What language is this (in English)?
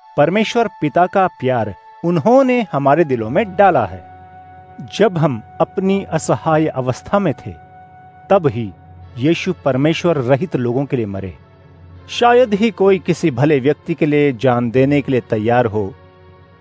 Hindi